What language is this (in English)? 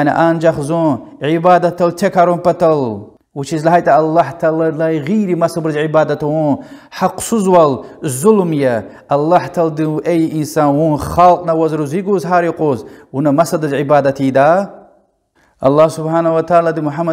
Lezghian